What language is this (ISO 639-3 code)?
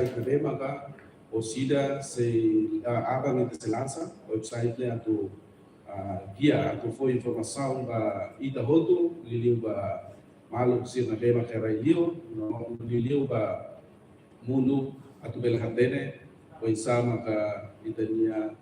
tet